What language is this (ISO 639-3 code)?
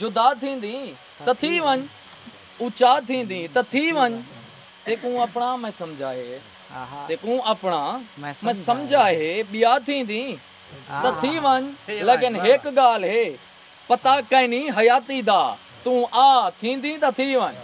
skr